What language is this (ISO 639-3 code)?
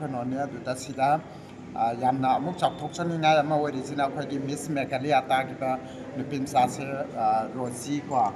mni